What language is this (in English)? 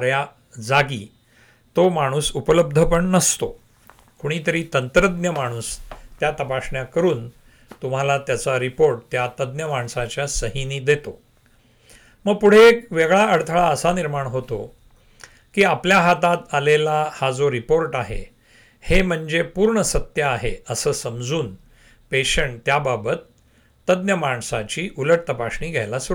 Marathi